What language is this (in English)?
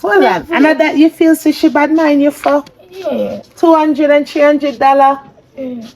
Jamaican Creole English